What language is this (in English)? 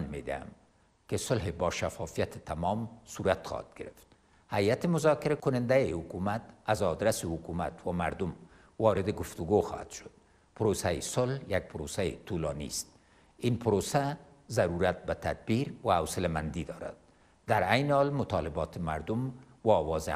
Persian